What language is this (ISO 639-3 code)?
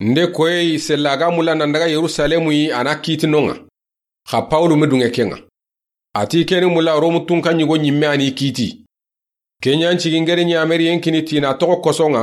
snk